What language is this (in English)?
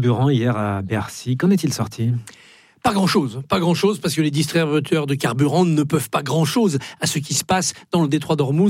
French